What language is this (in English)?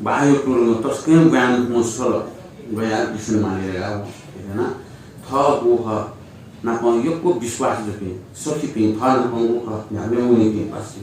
Newari